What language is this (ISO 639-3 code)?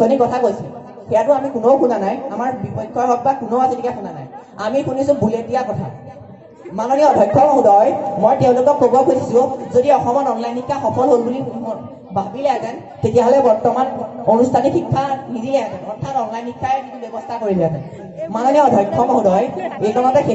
asm